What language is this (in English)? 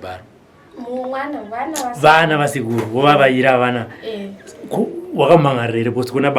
Shona